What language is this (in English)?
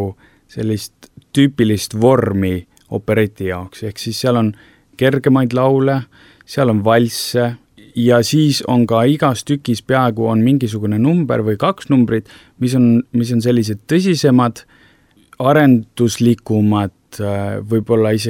Estonian